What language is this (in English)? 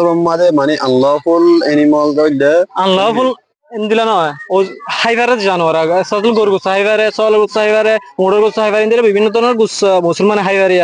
Rohingya